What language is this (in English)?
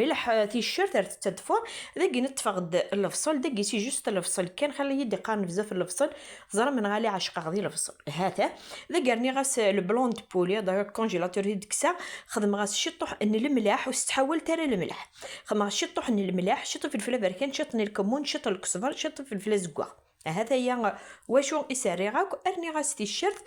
Kabyle